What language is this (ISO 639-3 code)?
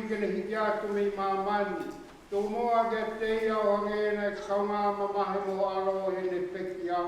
ton